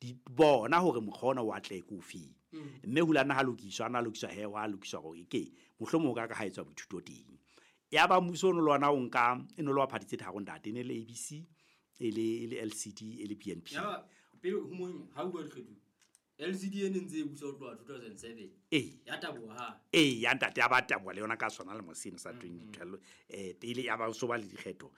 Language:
Southern Sotho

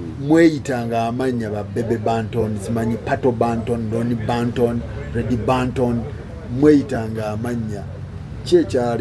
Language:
Ganda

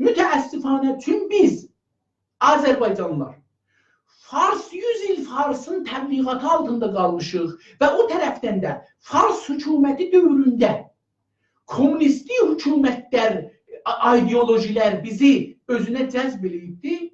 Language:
South Azerbaijani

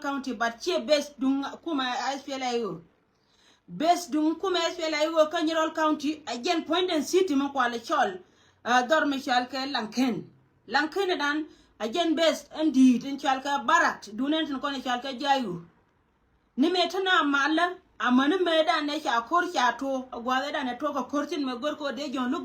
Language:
Nuer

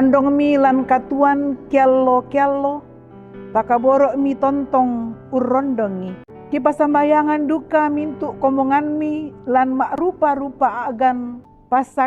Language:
Toraja-Sa'dan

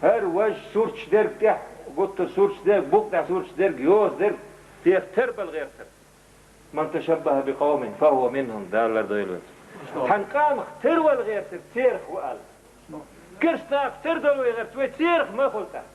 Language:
Chechen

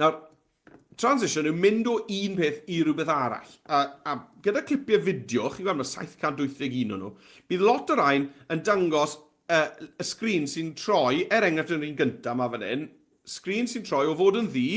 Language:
Welsh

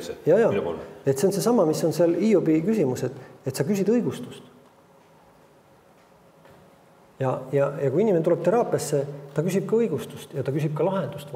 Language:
Estonian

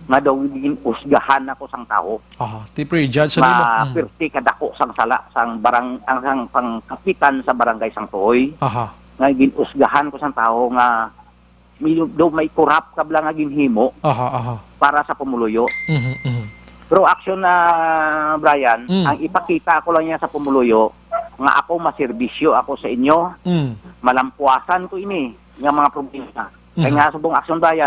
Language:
Hiligaynon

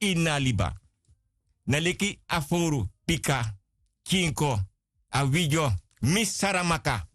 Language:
Sranan Tongo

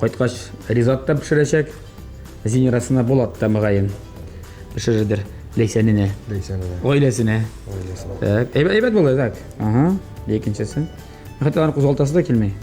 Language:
Tatar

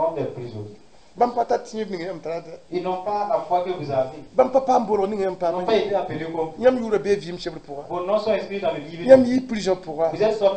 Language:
Mossi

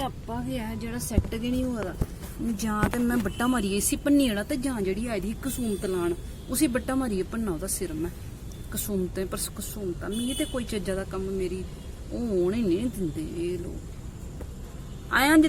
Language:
Dogri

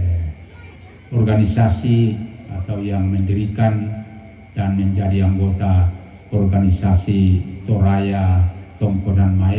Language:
Toraja-Sa'dan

